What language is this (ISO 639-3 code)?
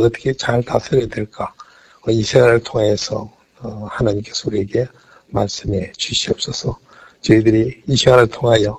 kor